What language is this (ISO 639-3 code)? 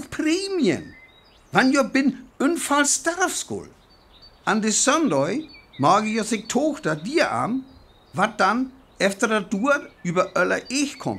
frr